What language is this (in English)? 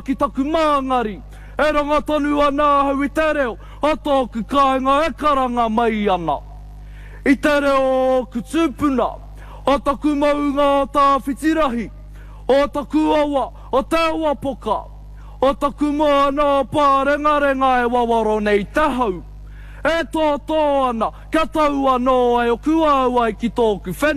Māori